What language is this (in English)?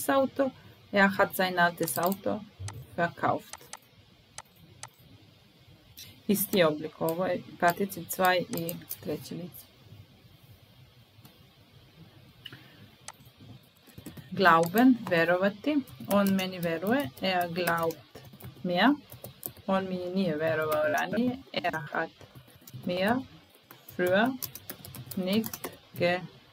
Serbian